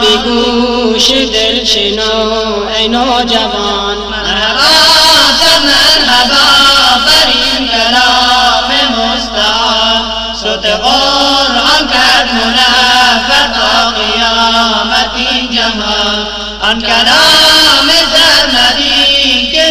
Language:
Persian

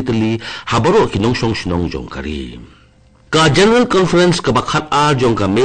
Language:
Khasi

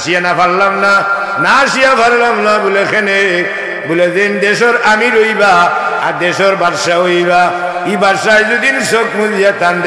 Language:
Sylheti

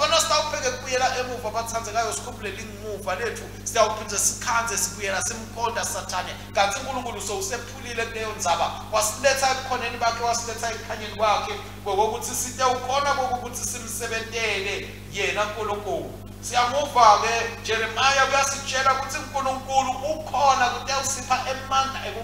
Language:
Swati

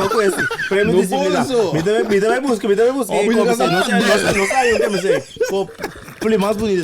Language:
Papiamento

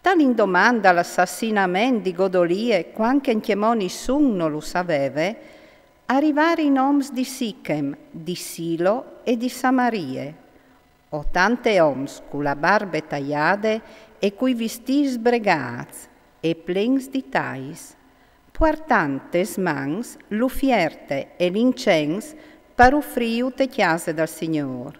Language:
Friulian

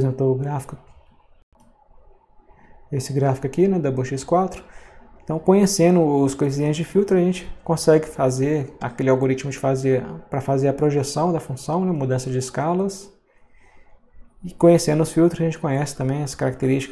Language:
Portuguese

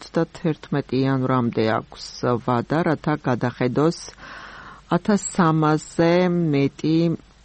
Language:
Georgian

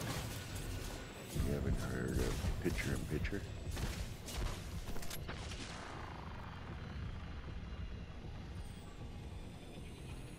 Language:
English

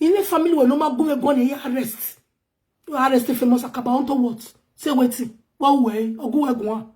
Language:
Nigerian Pidgin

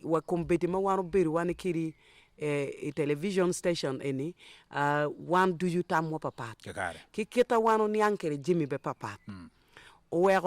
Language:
Acoli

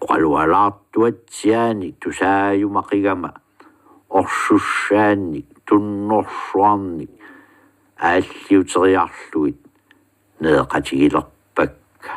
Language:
Kalaallisut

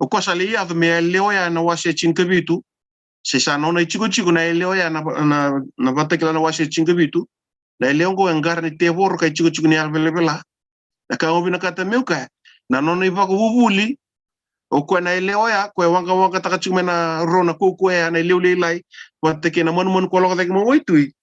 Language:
Fijian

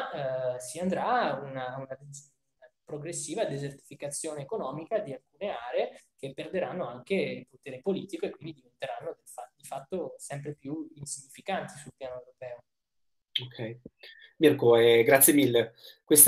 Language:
Italian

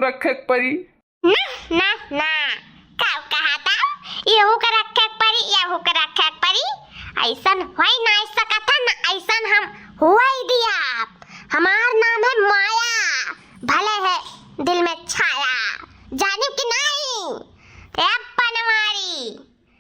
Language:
Awadhi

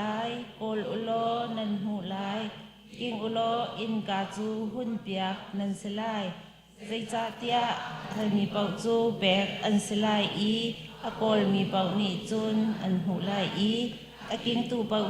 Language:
Hakha Chin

